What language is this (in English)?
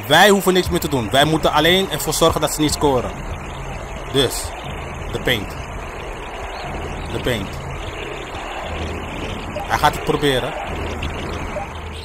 Dutch